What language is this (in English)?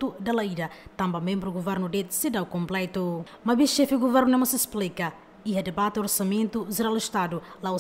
Tetum